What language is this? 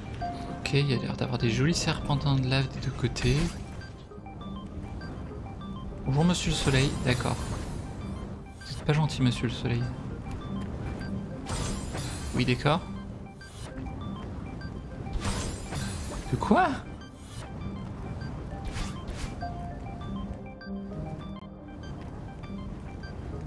French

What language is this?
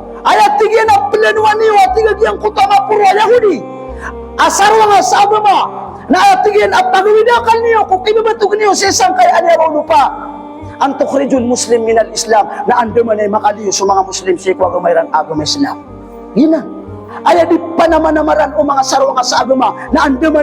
Maranao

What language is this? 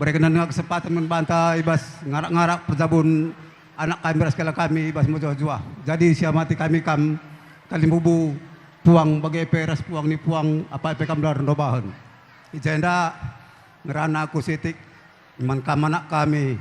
Batak Karo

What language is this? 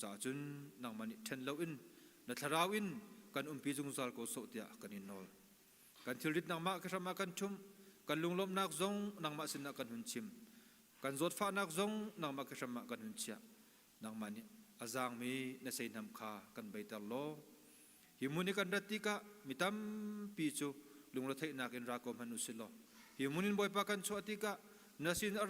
Hakha Chin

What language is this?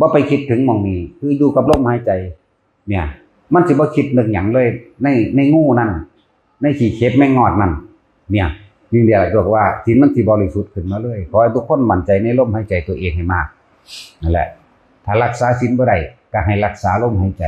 Northeastern Thai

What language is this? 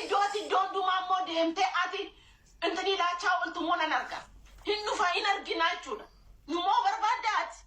Oromo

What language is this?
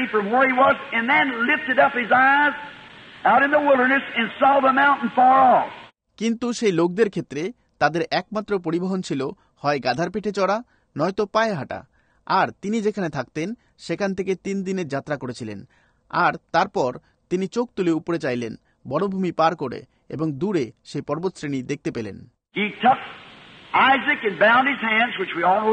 Bangla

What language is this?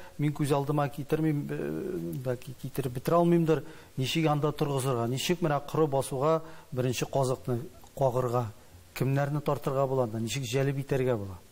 Tatar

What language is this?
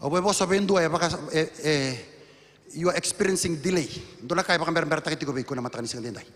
Fijian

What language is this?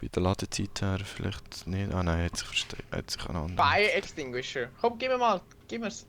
Swiss German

